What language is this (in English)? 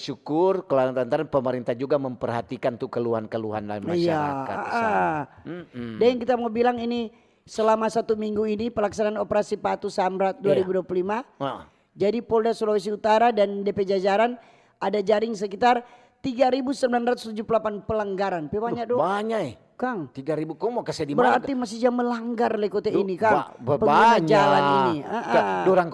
Manado Malay